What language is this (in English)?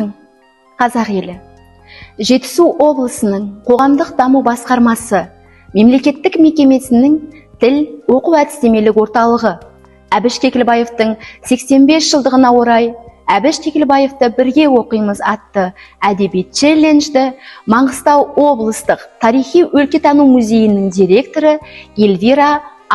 Kazakh